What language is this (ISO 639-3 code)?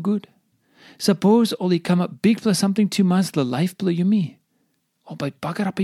tpi